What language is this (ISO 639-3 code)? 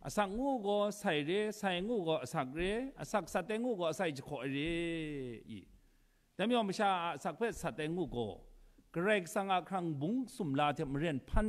kac